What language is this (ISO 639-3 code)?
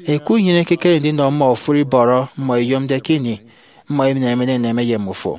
efi